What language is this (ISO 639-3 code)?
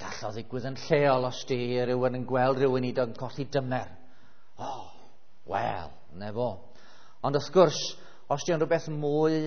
cym